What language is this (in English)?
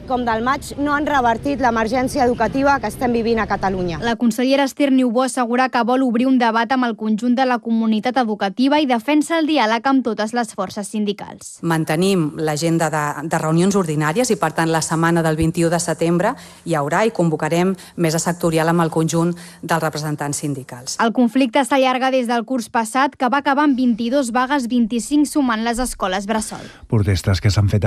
Catalan